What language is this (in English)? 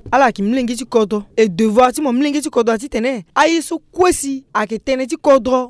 Sango